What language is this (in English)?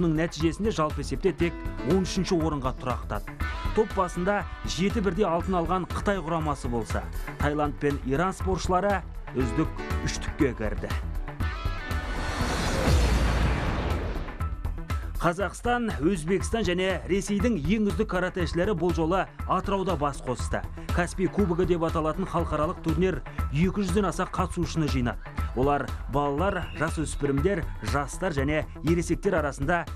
Kazakh